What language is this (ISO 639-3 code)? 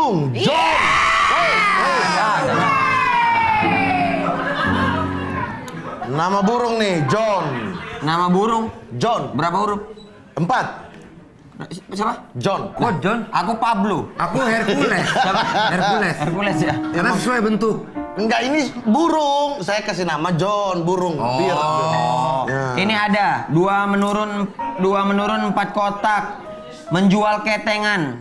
ind